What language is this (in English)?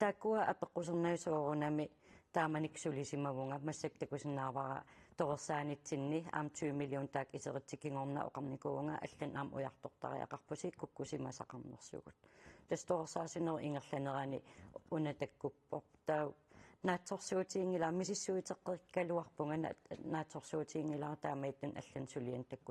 Kalaallisut